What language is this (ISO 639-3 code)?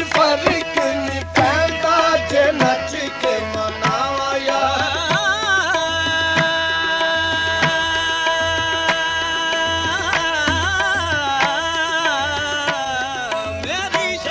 pan